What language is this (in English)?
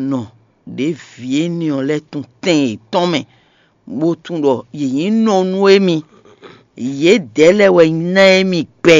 Fon